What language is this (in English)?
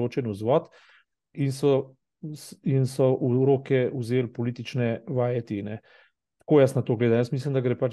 Slovenian